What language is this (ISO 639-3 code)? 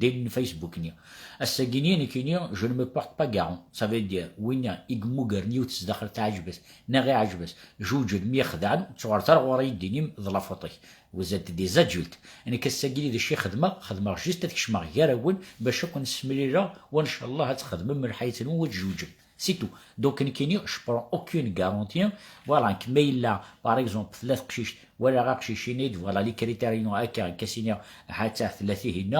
kab